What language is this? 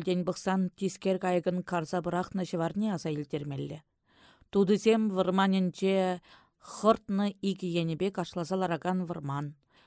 Chuvash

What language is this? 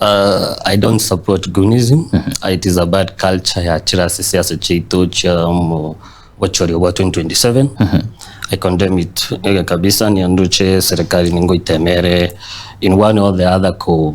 Gusii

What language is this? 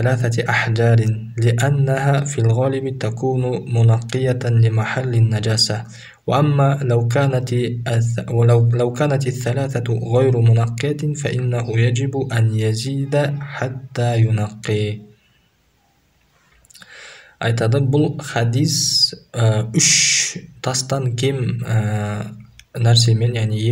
Kazakh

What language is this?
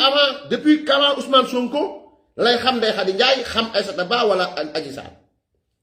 Wolof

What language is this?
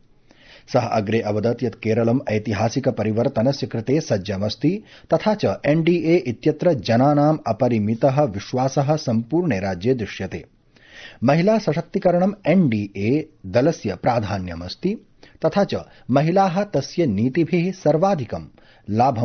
Sanskrit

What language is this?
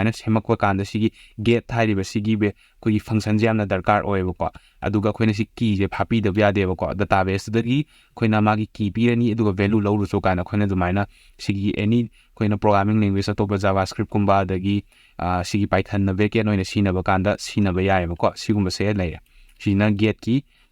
Manipuri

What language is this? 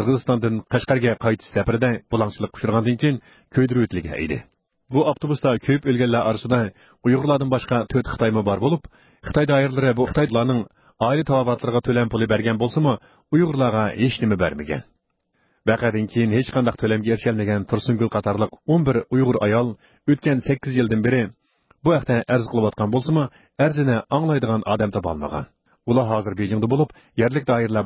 Uyghur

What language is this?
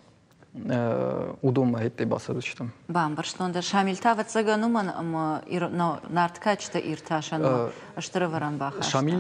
Ossetic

